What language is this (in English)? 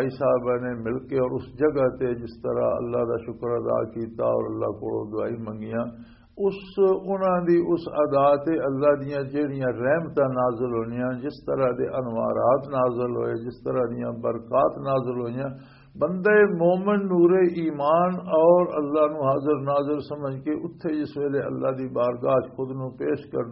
Western Panjabi